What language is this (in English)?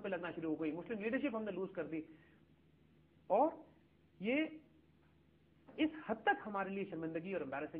Urdu